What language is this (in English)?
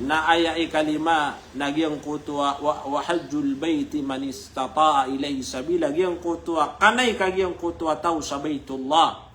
Maranao